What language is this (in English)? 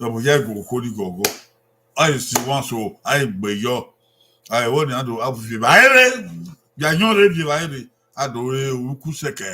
Bini